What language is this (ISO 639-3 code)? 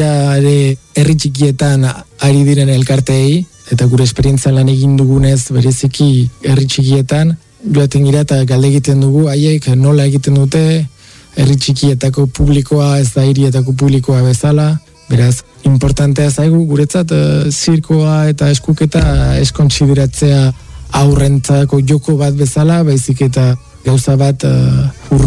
eus